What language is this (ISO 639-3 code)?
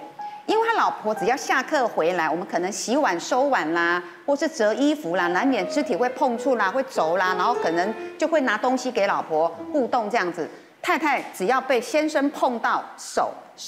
zho